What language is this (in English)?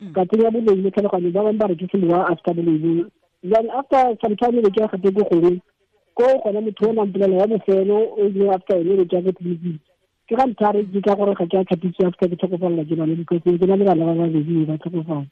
Tswana